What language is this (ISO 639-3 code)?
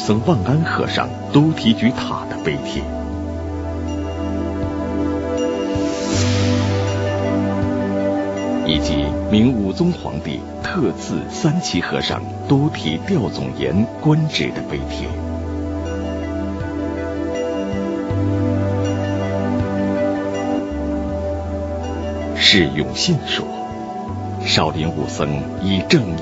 zho